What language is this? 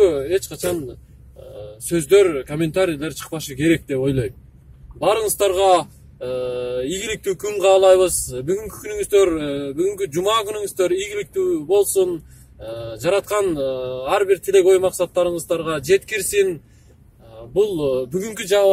Kyrgyz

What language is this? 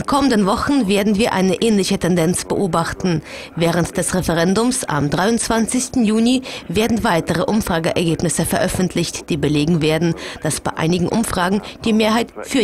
German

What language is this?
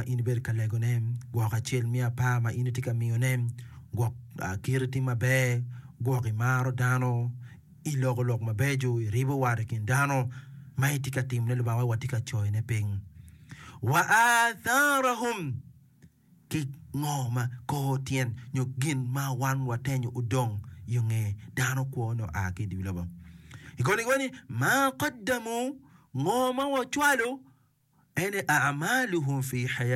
Acoli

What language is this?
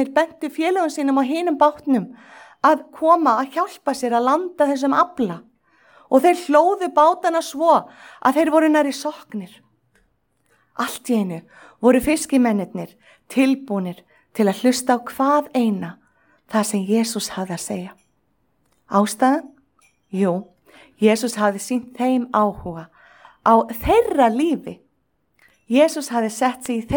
Icelandic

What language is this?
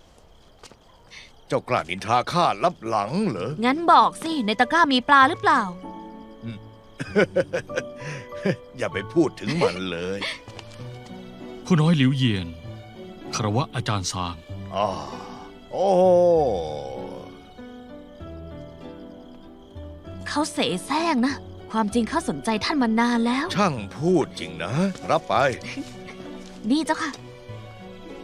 Thai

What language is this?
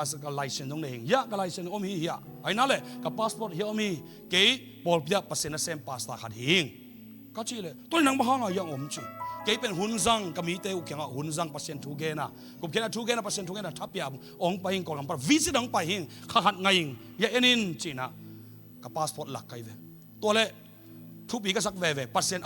Tedim Chin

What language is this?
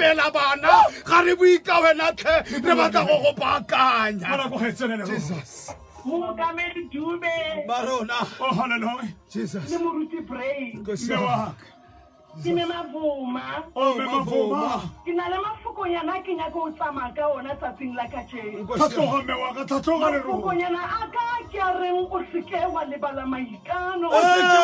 Tswana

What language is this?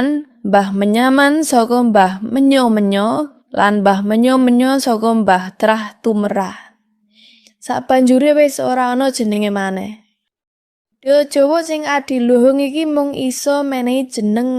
Javanese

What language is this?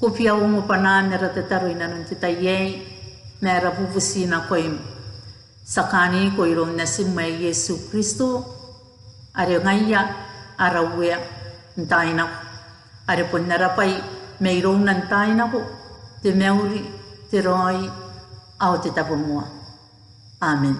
Gilbertese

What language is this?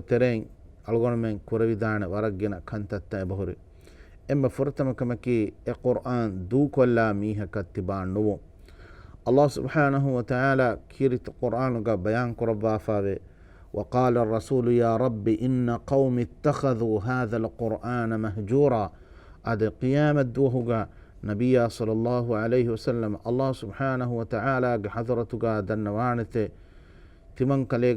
Divehi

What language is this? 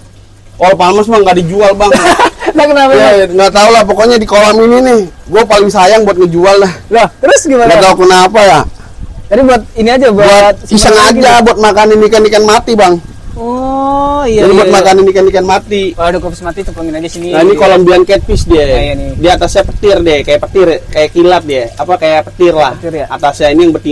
Indonesian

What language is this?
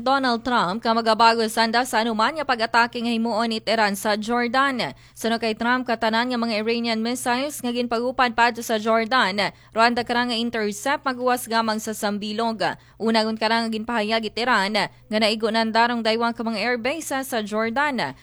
Aklanon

